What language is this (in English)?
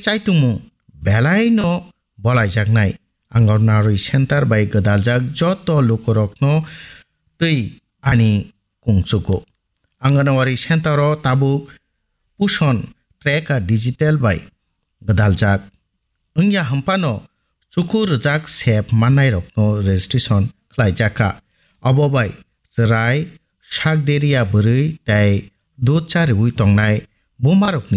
Kok Borok